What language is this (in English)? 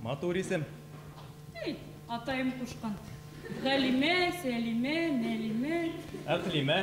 Bashkir